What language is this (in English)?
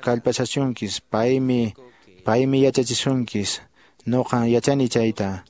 Quechua